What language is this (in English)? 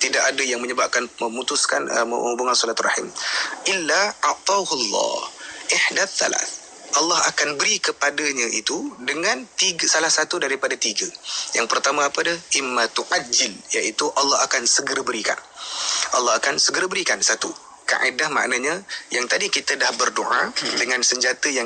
Malay